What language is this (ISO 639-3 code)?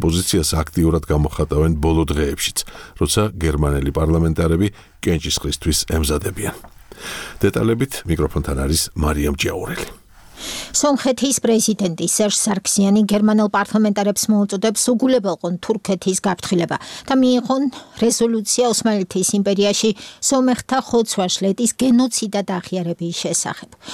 kat